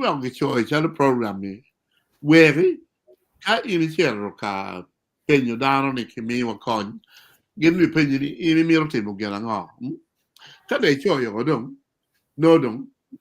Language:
Acoli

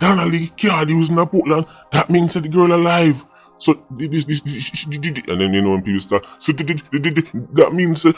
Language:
Jamaican Creole English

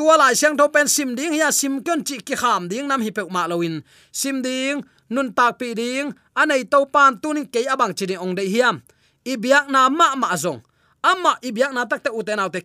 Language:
Tedim Chin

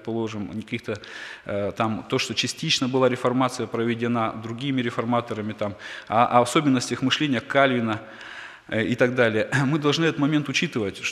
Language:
Russian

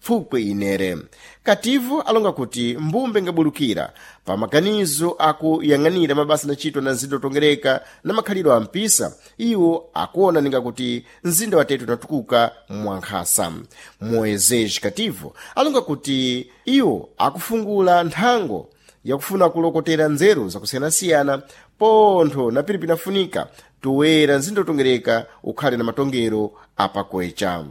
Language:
Sena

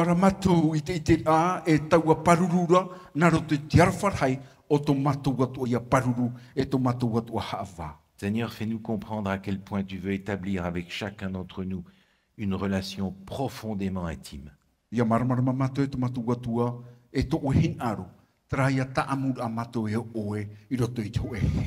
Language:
Tahitian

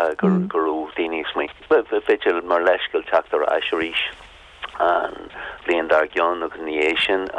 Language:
Irish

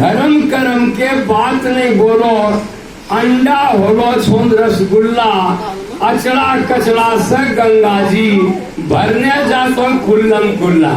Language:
Angika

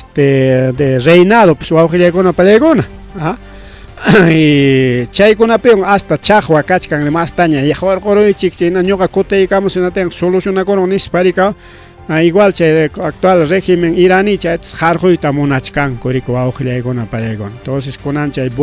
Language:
Ayacucho Quechua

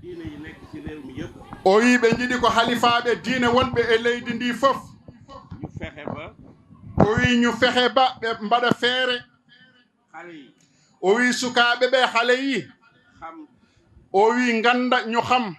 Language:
Fula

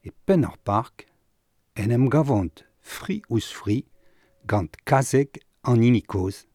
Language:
Breton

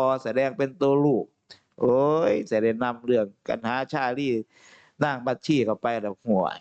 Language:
Northeastern Thai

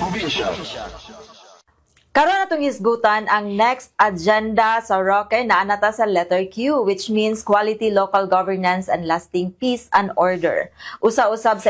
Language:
Cebuano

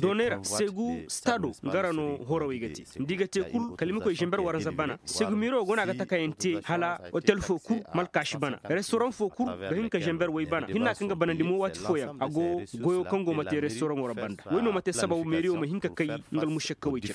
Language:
Koyraboro Senni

